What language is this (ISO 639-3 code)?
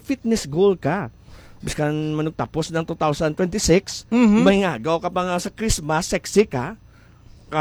hil